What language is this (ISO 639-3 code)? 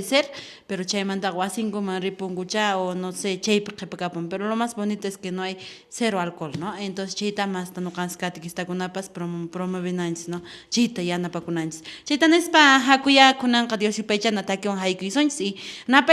que